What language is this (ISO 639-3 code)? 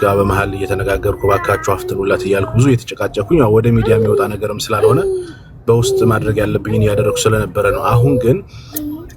amh